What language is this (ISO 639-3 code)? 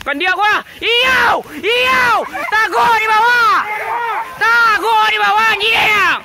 min